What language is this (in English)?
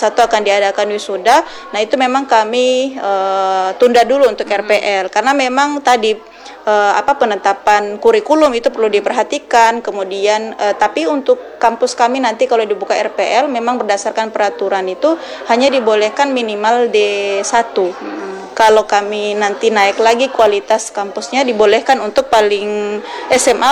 Indonesian